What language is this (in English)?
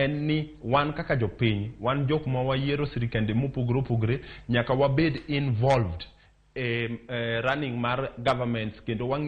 Luo (Kenya and Tanzania)